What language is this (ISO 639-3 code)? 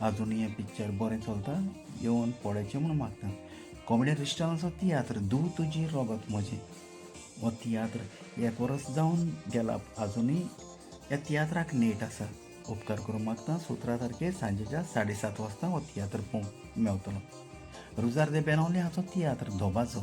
kok